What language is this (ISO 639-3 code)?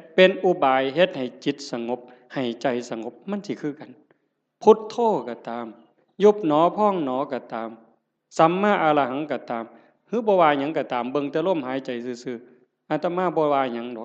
tts